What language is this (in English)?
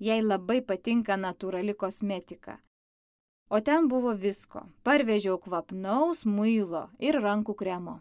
Lithuanian